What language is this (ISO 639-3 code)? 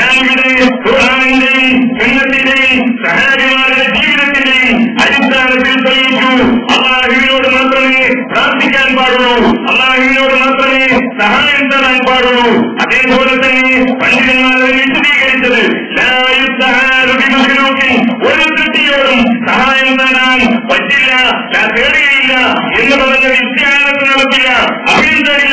mal